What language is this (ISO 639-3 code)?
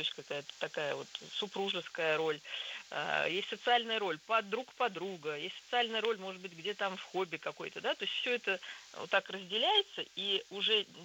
rus